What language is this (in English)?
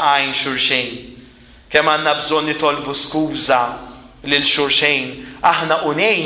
Maltese